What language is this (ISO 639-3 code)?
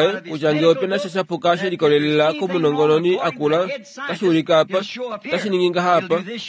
kua